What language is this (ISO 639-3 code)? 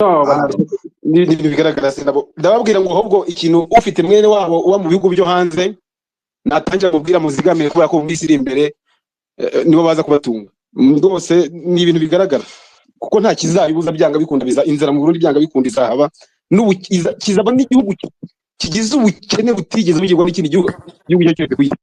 kin